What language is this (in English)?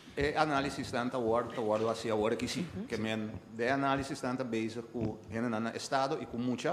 Papiamento